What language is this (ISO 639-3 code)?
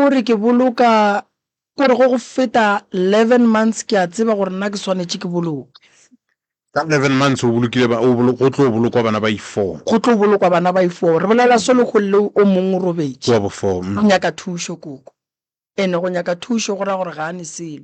nso